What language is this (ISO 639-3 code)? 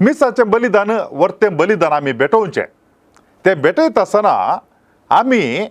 kok